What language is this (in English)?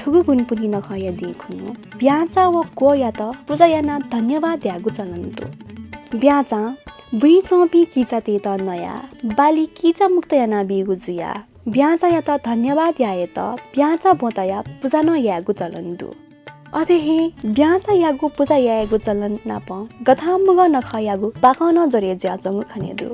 Newari